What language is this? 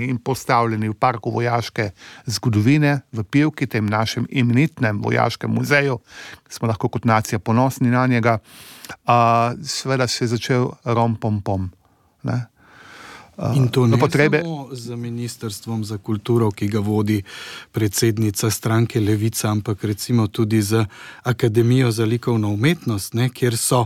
Slovenian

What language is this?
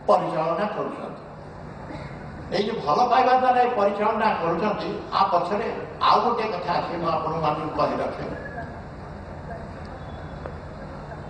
Odia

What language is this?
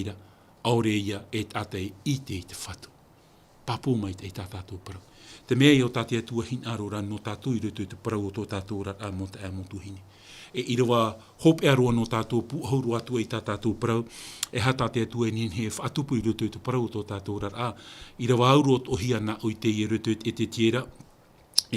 Tahitian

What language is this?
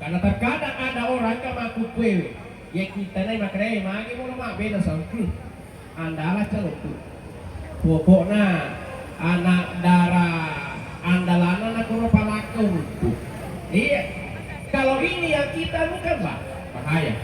Buginese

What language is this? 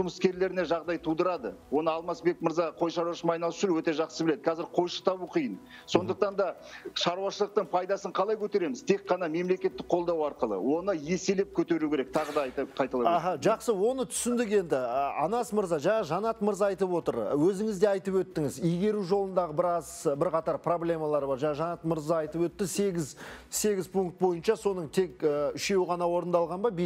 Kazakh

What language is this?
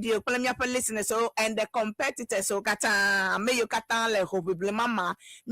Ewe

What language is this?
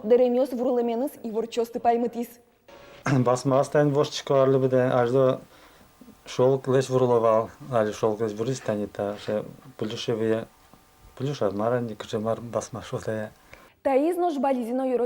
Udmurt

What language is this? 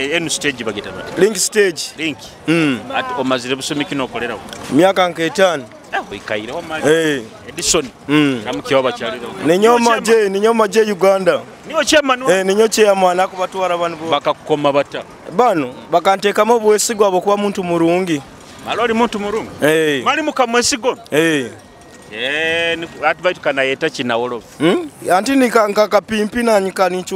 Nyoro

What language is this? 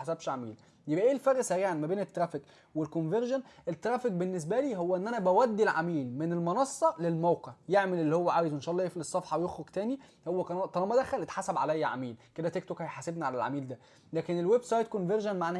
Egyptian Arabic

